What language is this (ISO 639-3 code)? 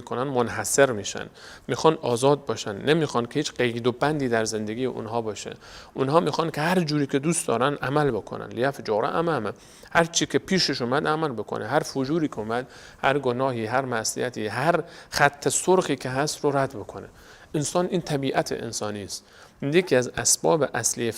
fas